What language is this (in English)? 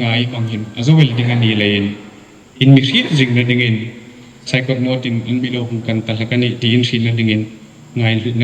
Hmar